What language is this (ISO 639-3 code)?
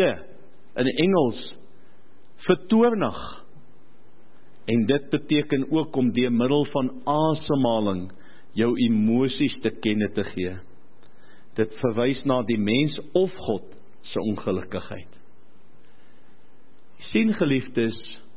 afr